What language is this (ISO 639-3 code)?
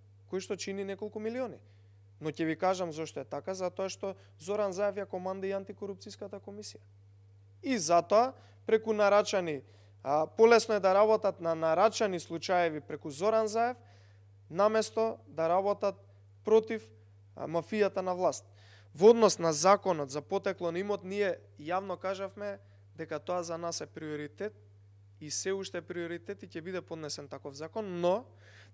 mkd